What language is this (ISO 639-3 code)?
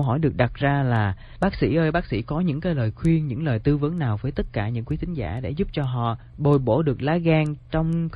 vie